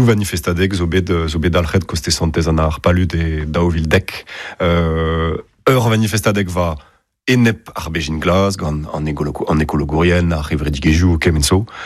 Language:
Breton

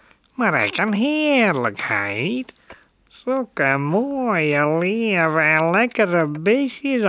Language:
Western Frisian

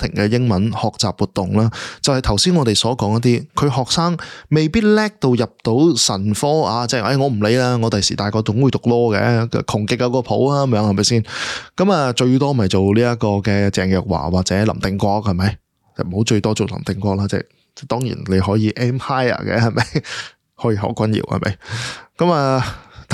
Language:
Cantonese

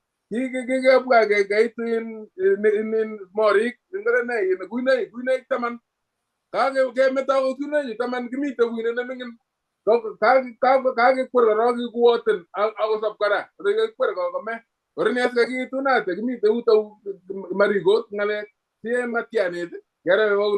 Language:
Kalenjin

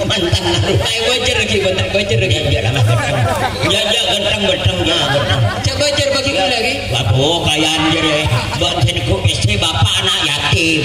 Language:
Madurese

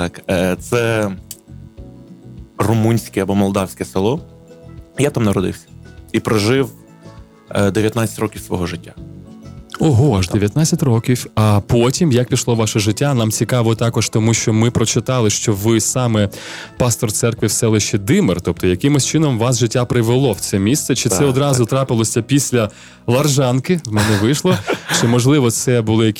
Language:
Ukrainian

